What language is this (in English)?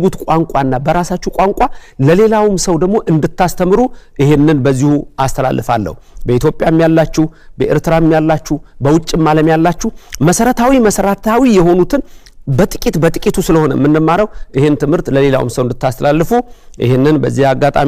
Amharic